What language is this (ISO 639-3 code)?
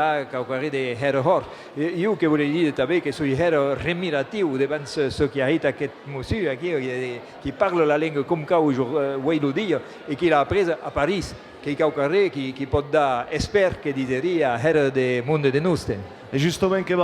oci